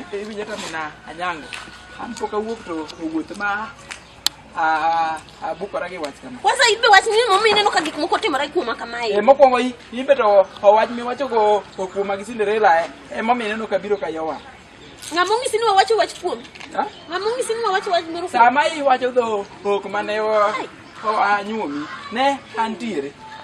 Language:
Luo (Kenya and Tanzania)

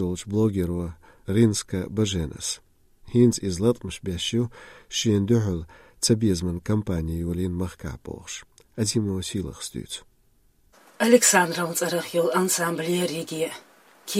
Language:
Chechen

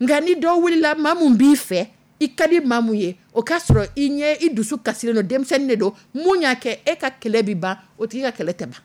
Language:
Dyula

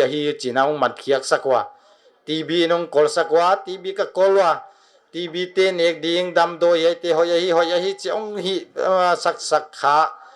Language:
Paite Chin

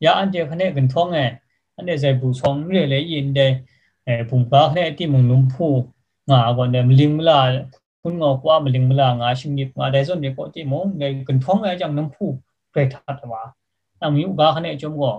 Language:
Kachin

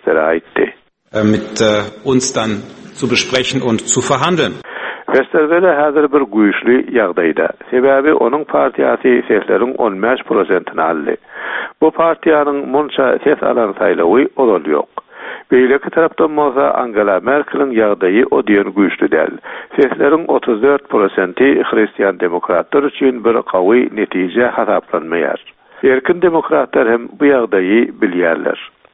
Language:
Turkmen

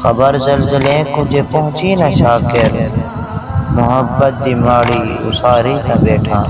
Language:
Saraiki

